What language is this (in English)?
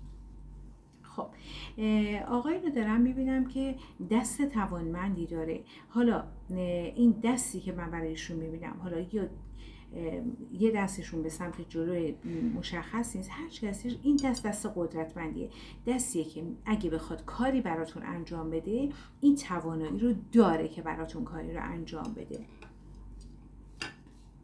Persian